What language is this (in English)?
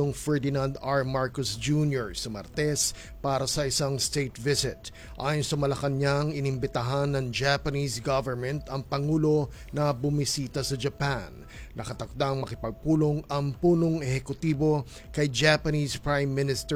Filipino